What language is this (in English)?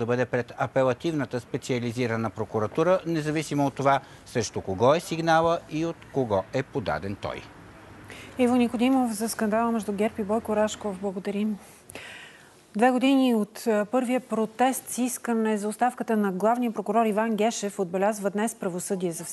Bulgarian